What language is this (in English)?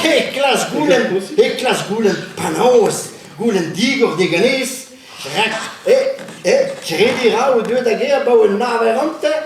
Breton